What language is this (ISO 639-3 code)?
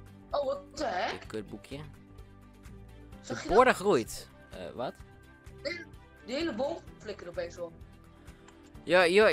nld